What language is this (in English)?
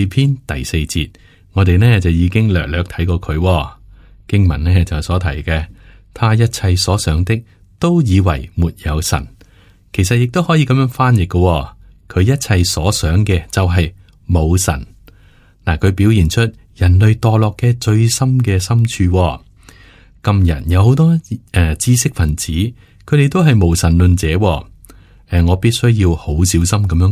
Cantonese